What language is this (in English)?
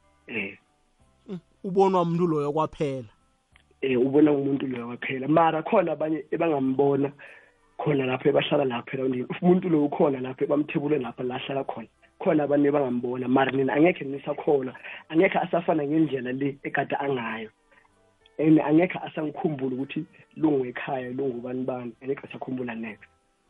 South Ndebele